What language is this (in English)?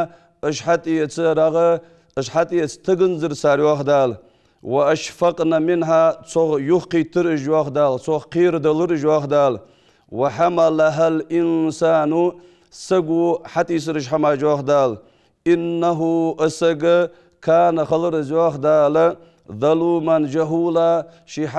Ingush